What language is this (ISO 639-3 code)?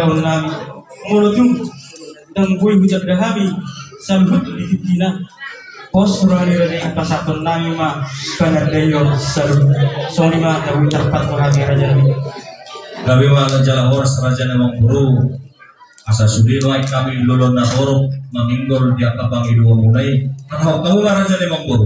bbc